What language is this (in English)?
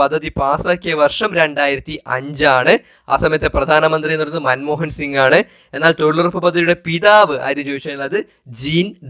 Malayalam